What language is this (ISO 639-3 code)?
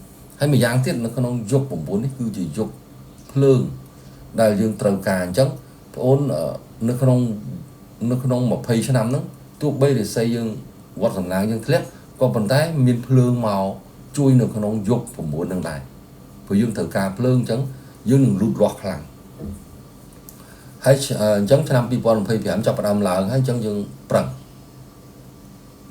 khm